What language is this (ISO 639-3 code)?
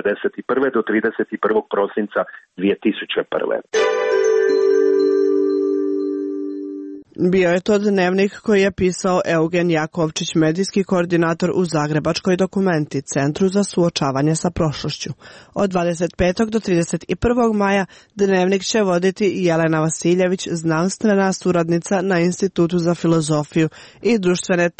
hrv